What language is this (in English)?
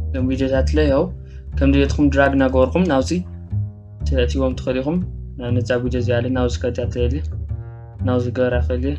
Tigrinya